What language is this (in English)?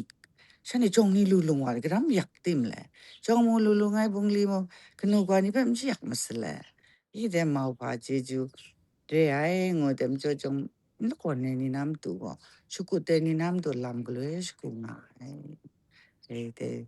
Kachin